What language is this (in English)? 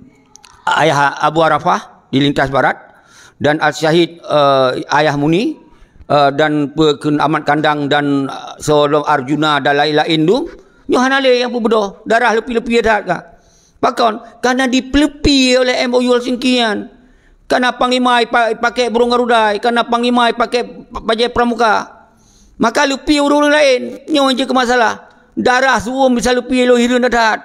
Achinese